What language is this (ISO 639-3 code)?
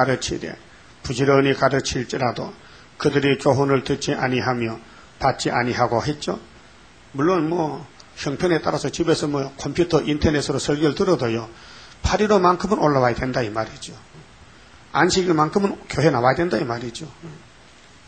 kor